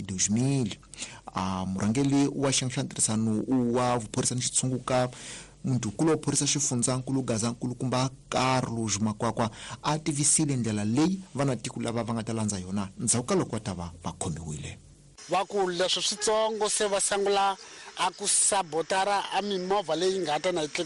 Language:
Tsonga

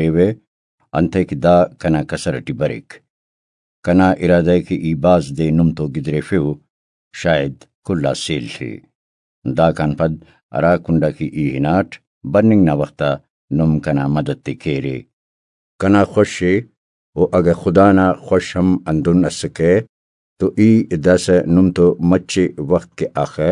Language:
Brahui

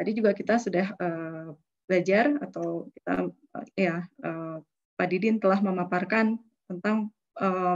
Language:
Indonesian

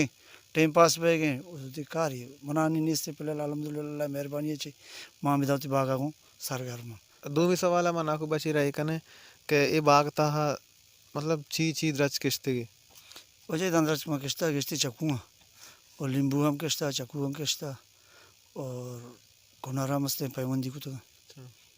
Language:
Baluchi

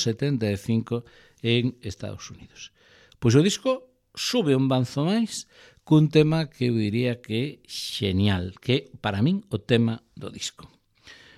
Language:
Galician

